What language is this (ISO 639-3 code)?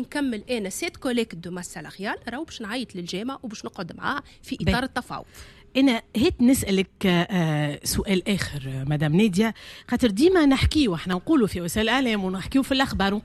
aeb